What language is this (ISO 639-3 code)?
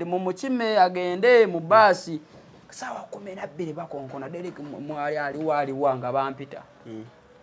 lug